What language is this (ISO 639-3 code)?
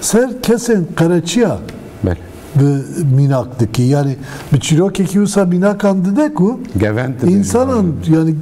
kur